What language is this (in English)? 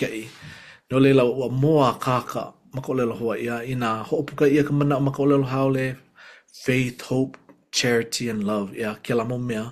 Hawaiian